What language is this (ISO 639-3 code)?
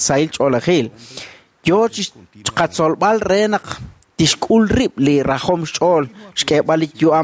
kek